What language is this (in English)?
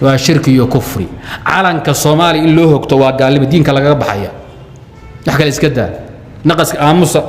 Somali